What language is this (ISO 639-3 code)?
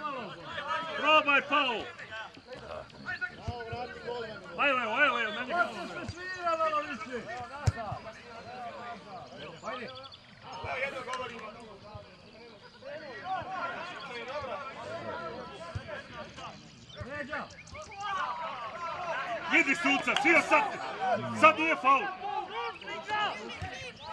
hrv